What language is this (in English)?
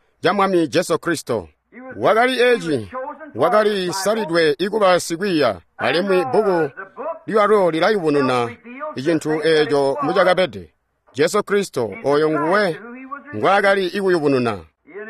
Tonga (Zambia)